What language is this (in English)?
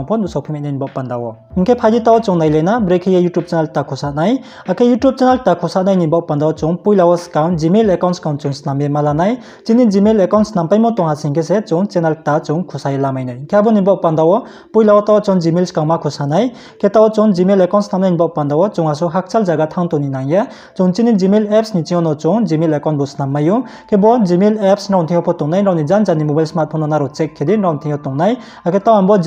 Riang (India)